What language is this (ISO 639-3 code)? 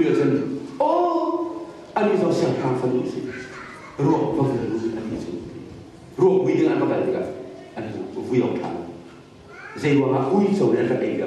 cnh